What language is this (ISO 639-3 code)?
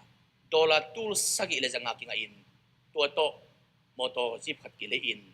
ctd